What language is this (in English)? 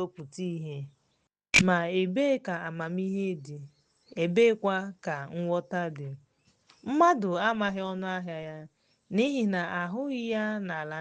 Igbo